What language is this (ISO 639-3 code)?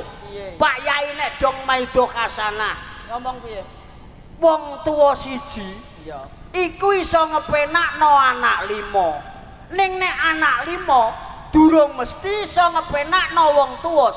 jav